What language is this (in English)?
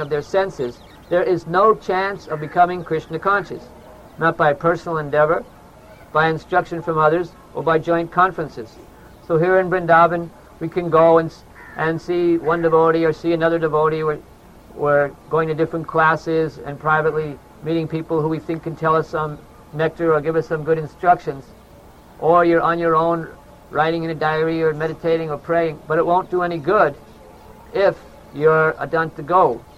English